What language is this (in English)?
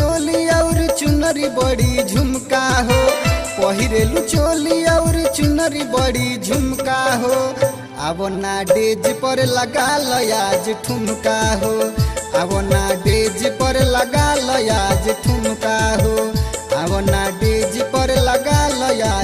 Bhojpuri